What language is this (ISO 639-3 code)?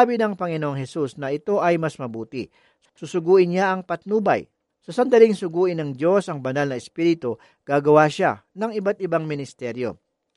fil